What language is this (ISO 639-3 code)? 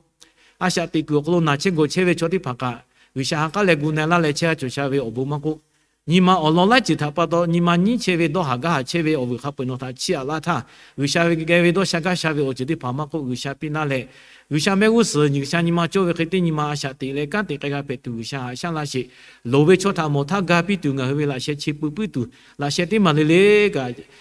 lhu